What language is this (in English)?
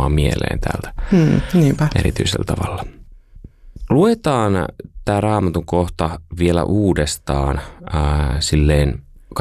Finnish